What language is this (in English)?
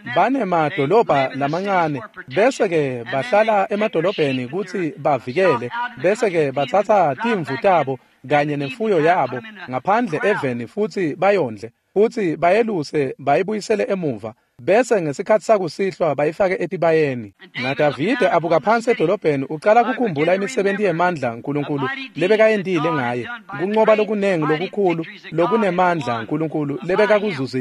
Swati